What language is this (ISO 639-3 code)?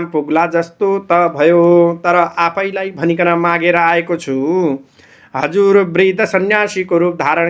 nep